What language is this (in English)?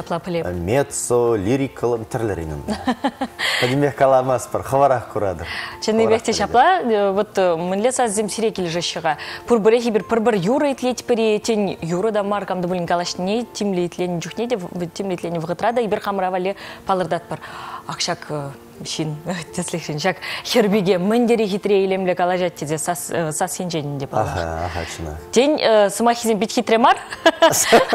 Chuvash